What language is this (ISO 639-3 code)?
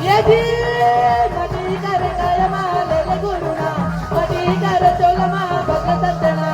hne